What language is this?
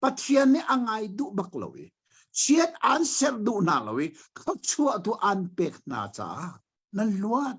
Hakha Chin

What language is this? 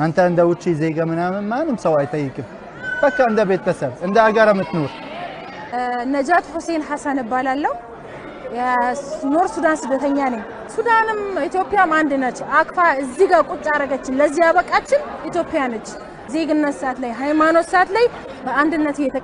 Amharic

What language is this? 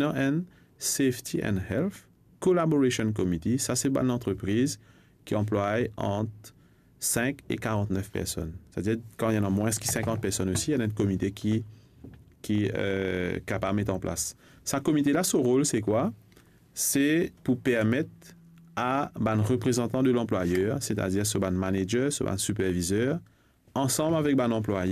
Morisyen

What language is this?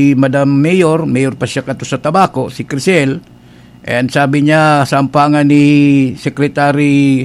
Bikol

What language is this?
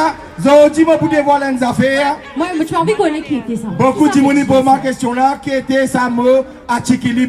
Morisyen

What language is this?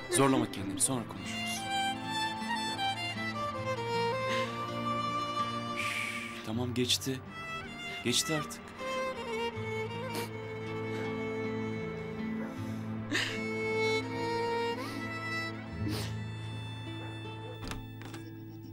Turkish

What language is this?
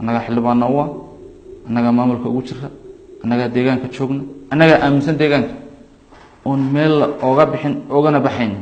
Somali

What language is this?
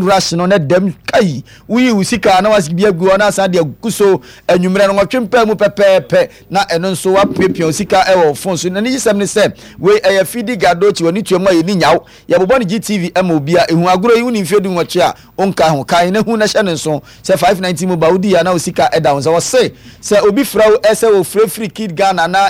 Akan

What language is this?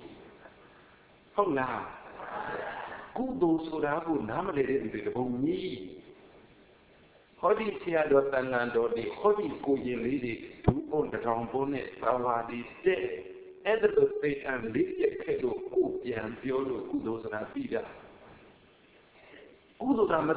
Burmese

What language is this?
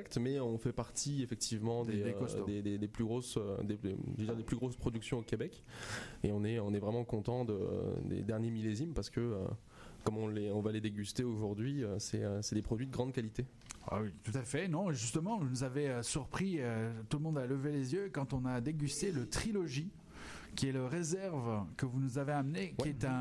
French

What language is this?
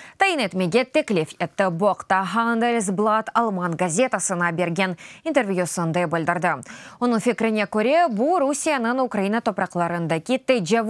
Crimean Tatar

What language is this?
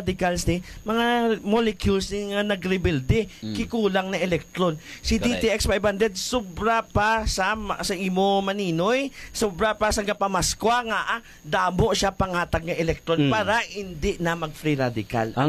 Hiligaynon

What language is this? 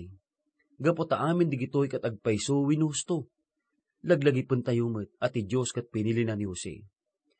Iloko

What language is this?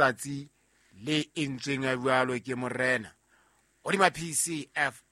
Southern Sotho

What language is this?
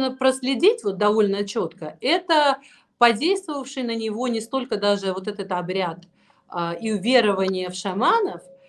Russian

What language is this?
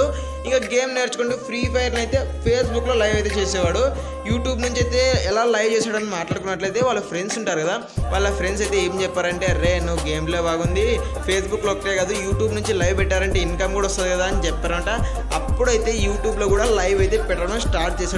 Telugu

